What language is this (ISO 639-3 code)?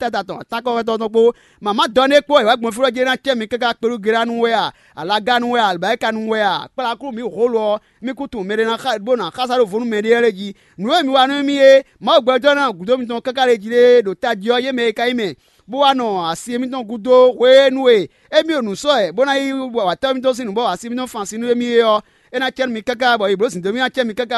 fon